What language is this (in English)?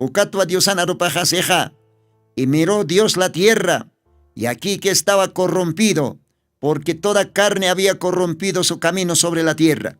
Aymara